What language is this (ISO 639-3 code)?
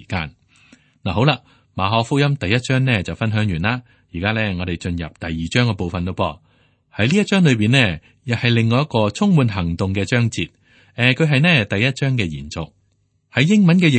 yue